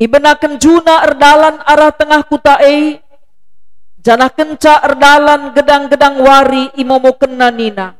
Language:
Batak Karo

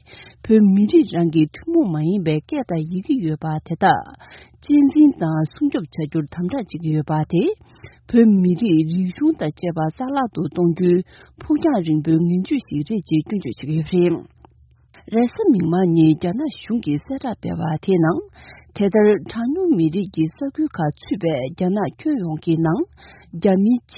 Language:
Tibetan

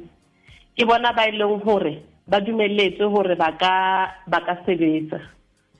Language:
Southern Sotho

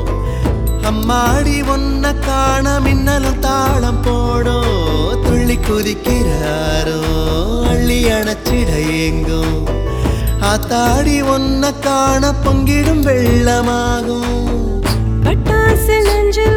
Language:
Tamil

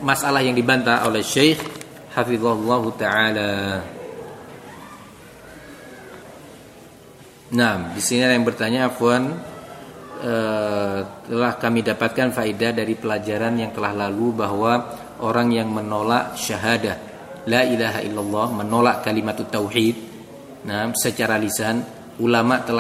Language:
Indonesian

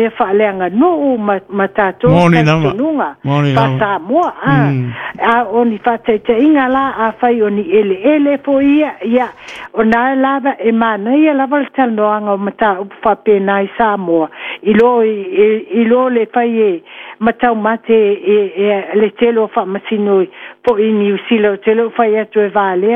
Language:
Samoan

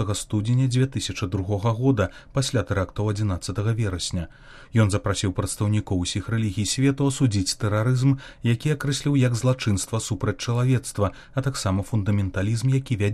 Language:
Belarusian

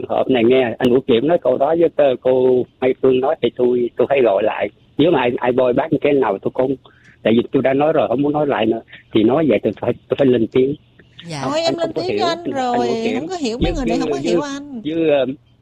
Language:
Vietnamese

